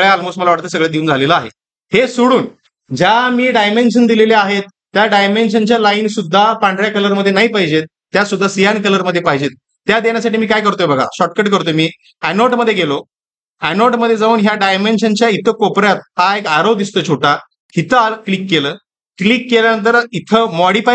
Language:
Marathi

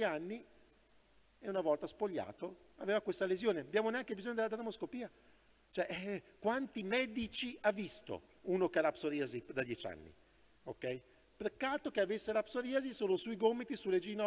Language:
Italian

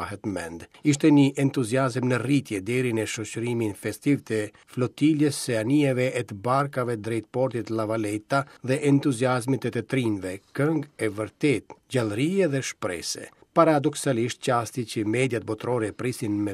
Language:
Albanian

